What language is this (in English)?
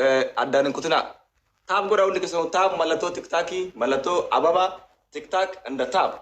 Oromo